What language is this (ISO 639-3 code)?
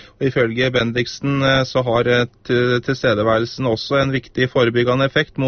nor